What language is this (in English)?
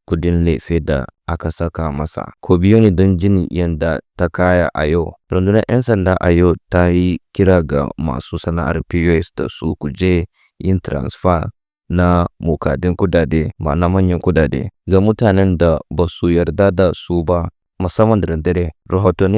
Hausa